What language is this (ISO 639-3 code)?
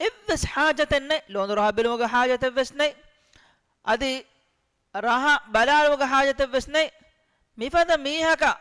div